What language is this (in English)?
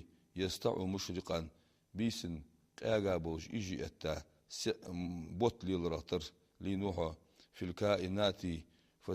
Ingush